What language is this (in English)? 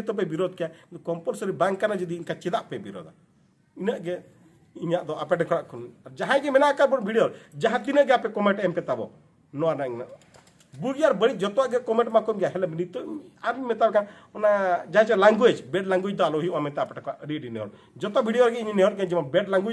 Santali